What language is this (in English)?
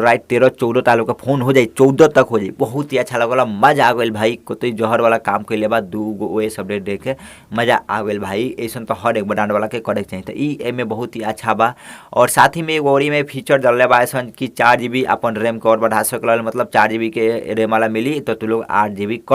Bhojpuri